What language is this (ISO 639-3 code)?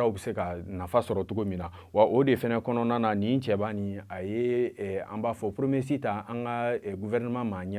bam